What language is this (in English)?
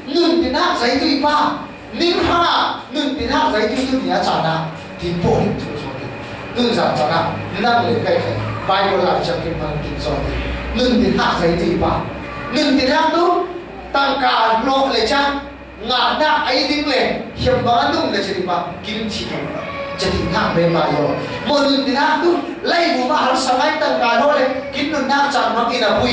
Falam Chin